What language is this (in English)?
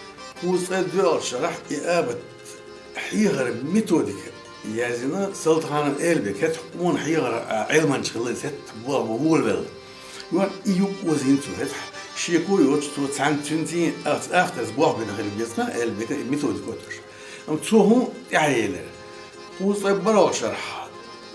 Chechen